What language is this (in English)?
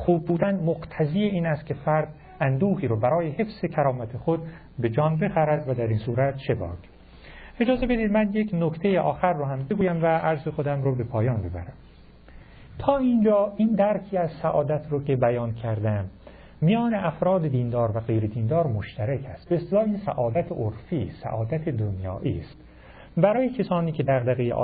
Persian